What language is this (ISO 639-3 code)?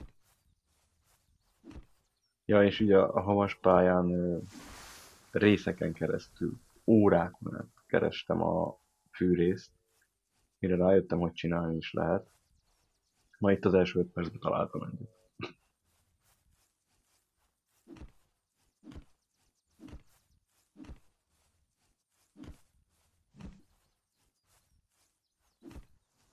hun